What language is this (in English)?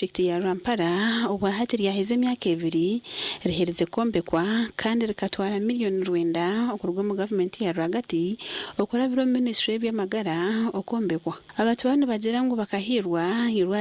Nyankole